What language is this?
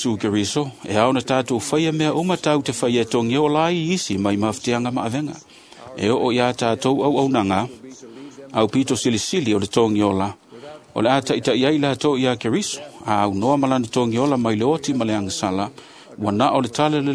Samoan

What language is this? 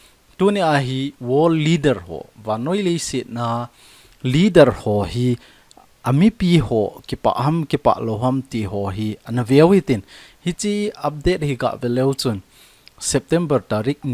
Thado Chin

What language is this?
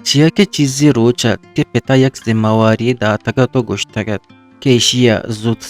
Eastern Balochi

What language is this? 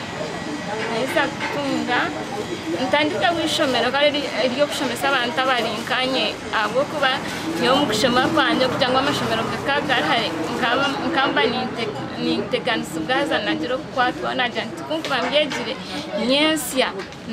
Nyankole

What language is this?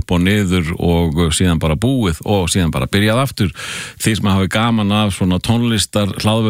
Icelandic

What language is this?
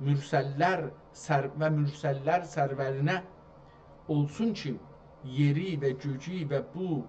South Azerbaijani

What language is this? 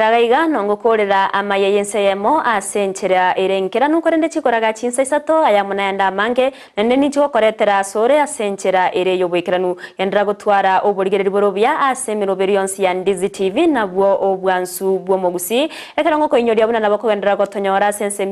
Gusii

